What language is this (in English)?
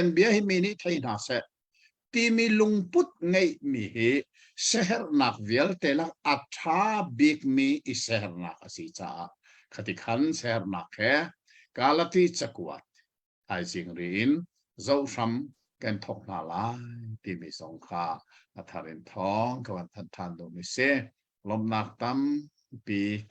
Hakha Chin